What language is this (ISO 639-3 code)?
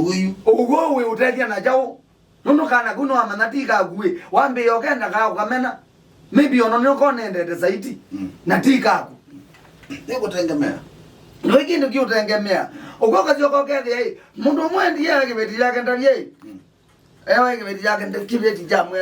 kam